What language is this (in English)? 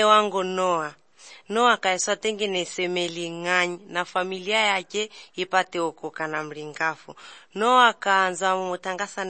Lithuanian